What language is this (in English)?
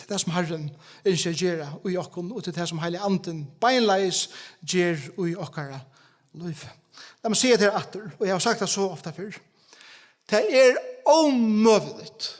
Faroese